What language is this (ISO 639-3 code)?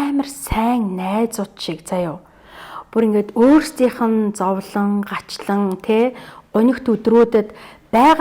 mon